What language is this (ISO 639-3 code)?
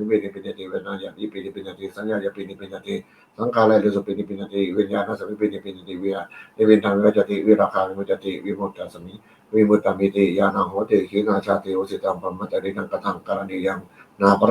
pli